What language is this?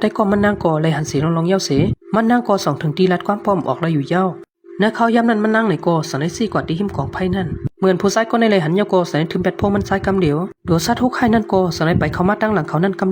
Shan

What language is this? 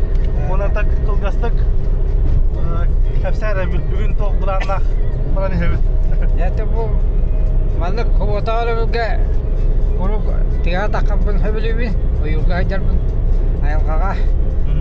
Yakut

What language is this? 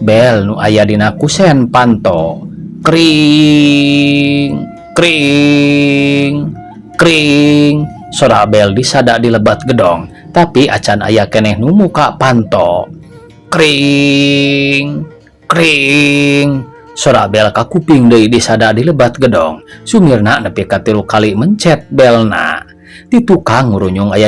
Sundanese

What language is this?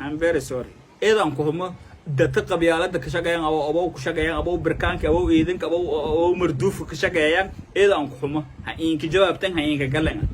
Somali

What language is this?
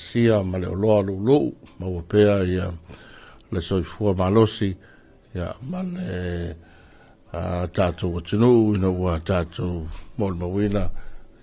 Samoan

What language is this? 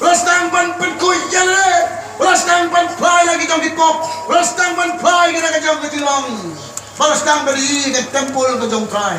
Khasi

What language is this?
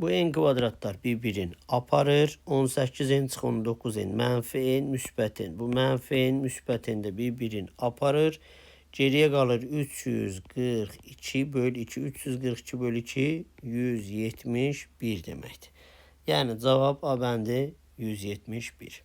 Azerbaijani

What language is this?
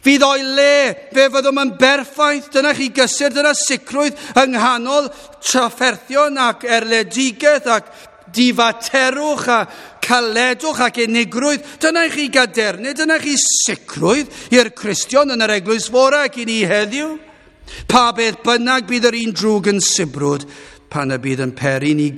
Welsh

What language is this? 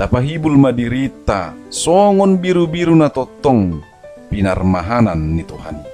Batak Toba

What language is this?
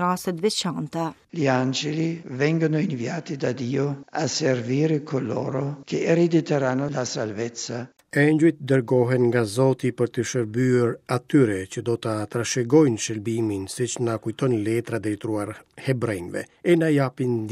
Albanian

